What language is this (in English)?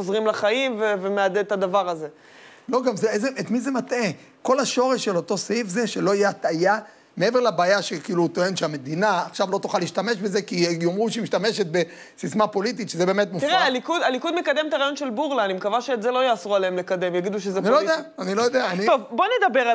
Hebrew